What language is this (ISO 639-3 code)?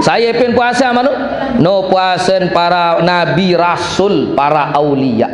sas